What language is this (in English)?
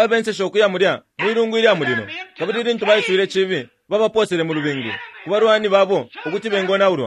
Bemba